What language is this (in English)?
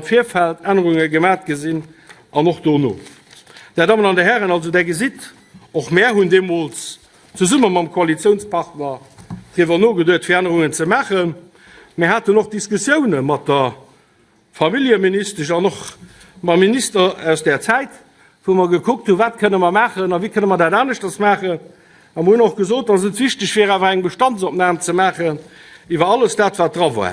Luxembourgish